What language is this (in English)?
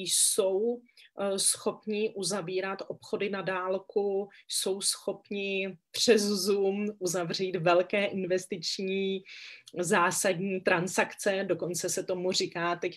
Czech